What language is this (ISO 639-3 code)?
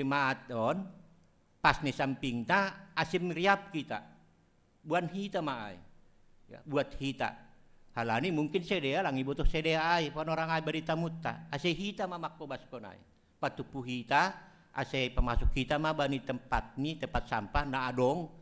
bts